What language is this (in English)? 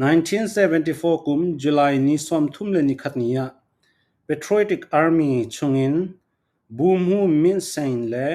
Falam Chin